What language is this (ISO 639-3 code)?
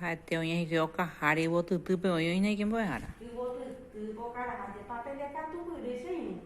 grn